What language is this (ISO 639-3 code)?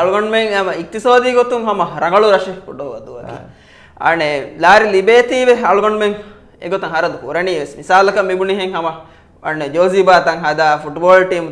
div